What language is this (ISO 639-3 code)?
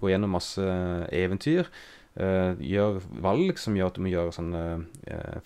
nor